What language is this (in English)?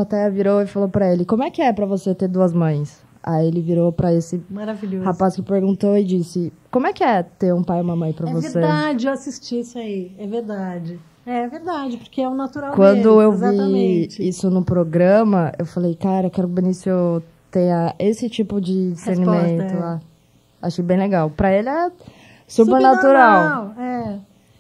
Portuguese